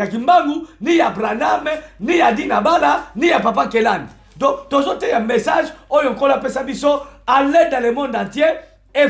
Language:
Lingala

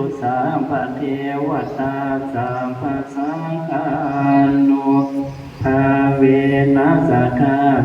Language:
Pali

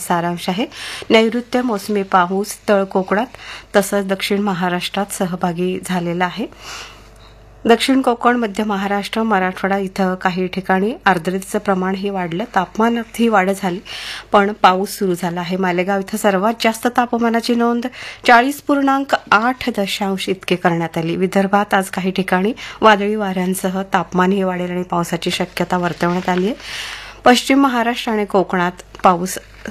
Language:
Marathi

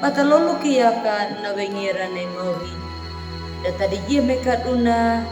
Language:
Anakalangu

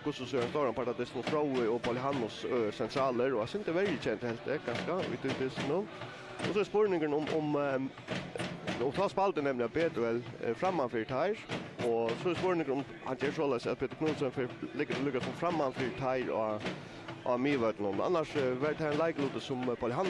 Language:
Faroese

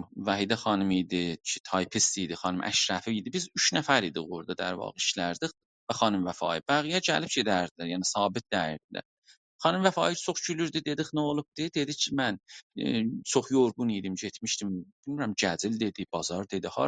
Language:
South Azerbaijani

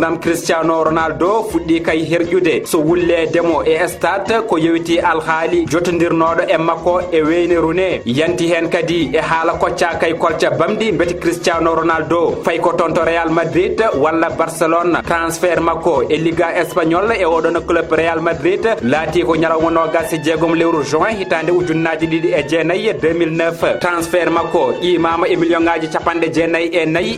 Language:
Fula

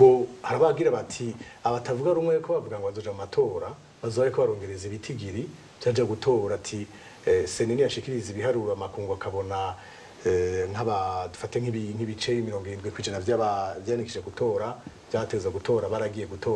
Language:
Rundi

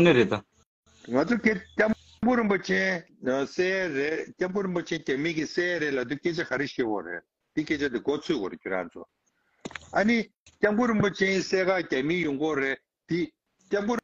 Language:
Tibetan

